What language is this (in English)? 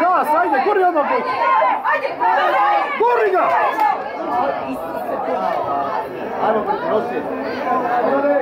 Croatian